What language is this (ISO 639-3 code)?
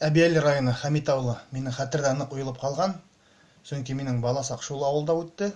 bak